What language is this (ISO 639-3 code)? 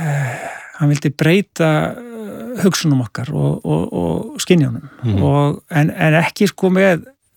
isl